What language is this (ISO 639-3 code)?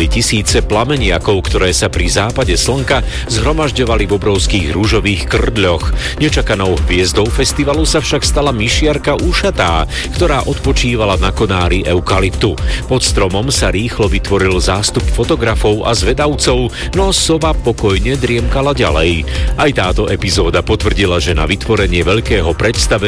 slk